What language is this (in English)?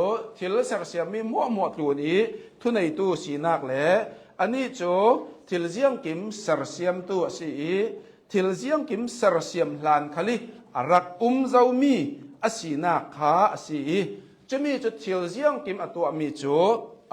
Hakha Chin